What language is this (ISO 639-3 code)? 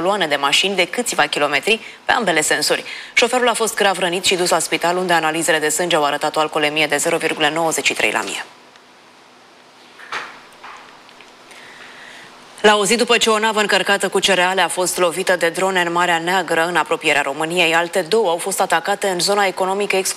ron